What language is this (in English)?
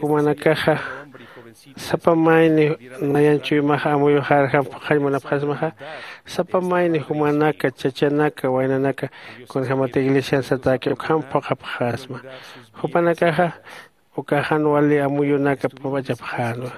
Aymara